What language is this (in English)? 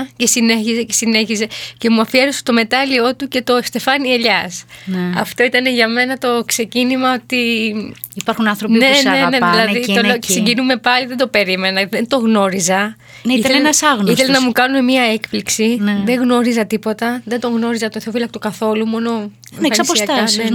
Greek